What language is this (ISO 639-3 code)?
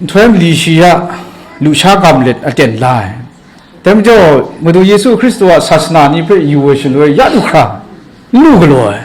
kac